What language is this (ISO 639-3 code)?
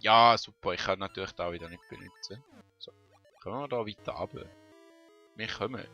gsw